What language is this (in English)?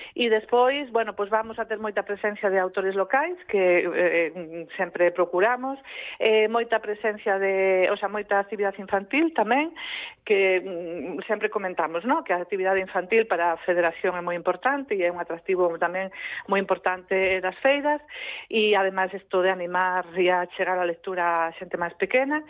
Galician